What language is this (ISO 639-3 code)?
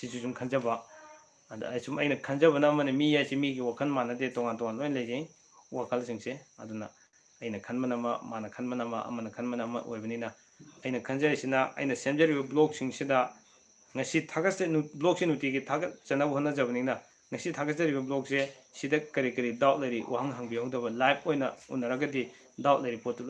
mni